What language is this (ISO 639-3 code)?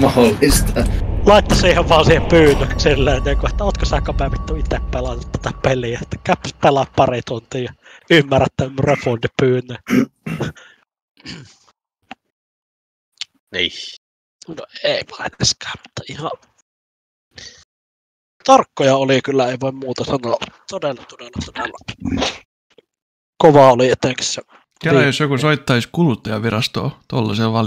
fin